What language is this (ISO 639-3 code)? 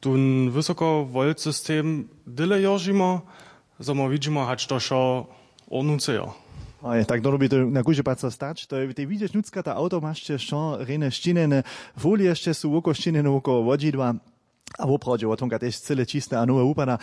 hsb